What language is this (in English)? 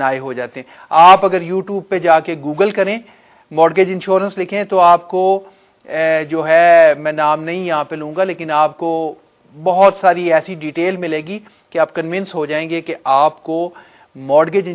Urdu